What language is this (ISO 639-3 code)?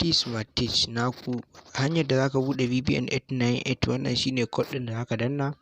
hau